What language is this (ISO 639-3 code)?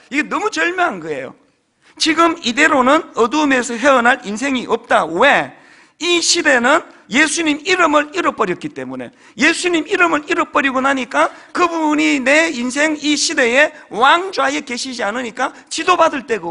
kor